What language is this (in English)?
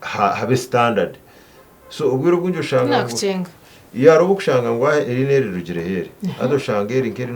Nyankole